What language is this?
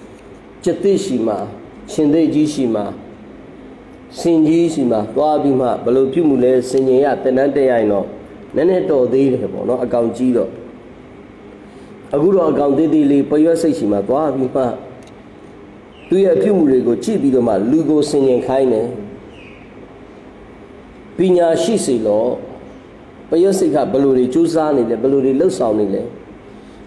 Burmese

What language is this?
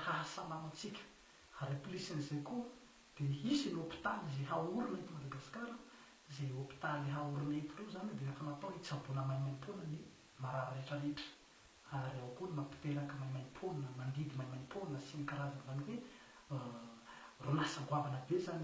Malagasy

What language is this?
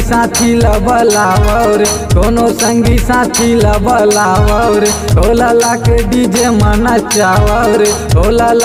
Chhattisgarhi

